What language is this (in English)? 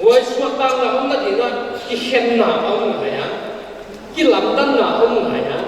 Paite Chin